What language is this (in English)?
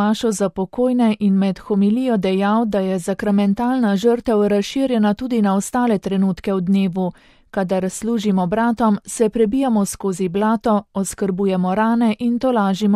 Slovenian